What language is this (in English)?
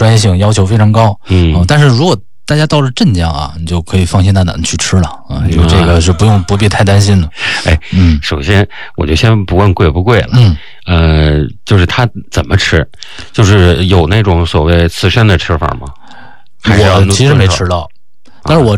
Chinese